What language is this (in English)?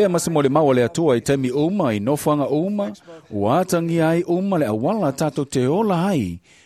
Samoan